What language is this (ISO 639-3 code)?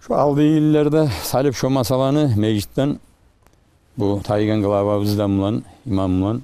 kum